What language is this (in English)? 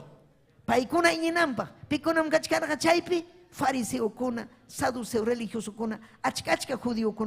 Ayacucho Quechua